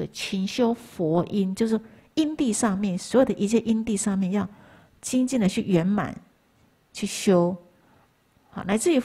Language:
Chinese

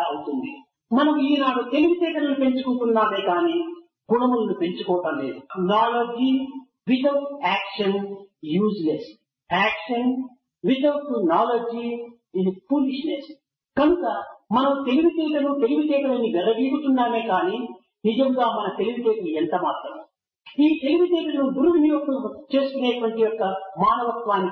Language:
Telugu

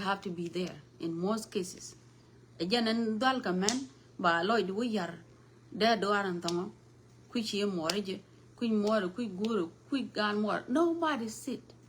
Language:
Nuer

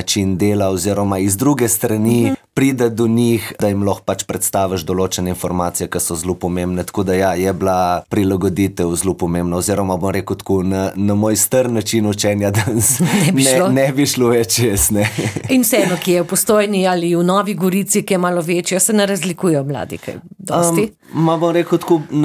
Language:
Slovenian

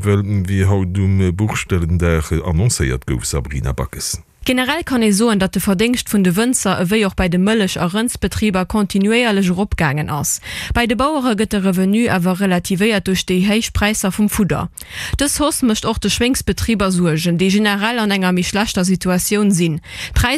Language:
Luxembourgish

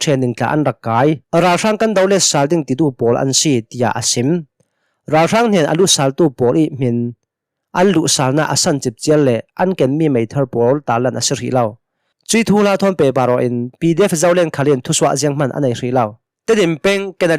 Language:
Hakha Chin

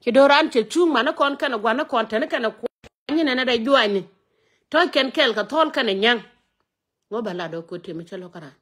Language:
Nuer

